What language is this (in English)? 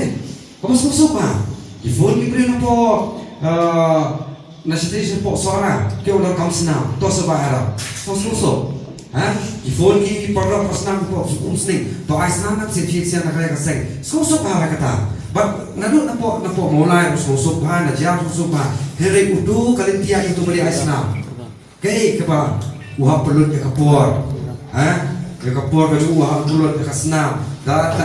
Khasi